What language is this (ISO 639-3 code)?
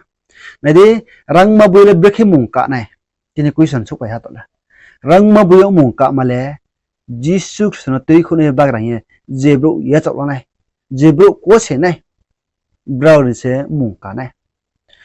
ria